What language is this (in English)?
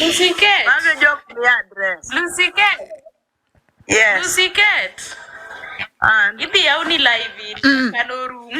Luo (Kenya and Tanzania)